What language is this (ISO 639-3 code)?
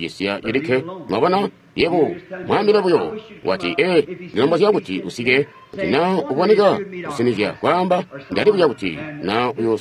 toi